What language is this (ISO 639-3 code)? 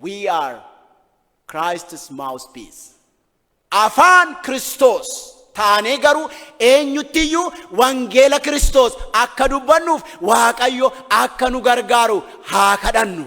orm